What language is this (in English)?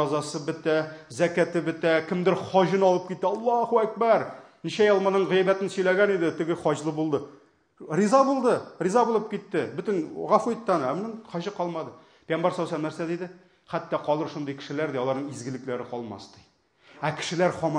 Tatar